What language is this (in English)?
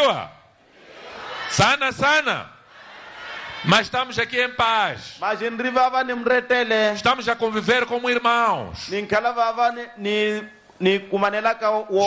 Portuguese